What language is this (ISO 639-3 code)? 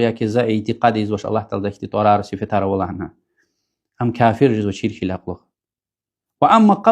lez